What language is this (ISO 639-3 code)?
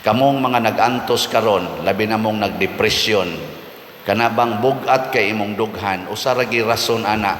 ceb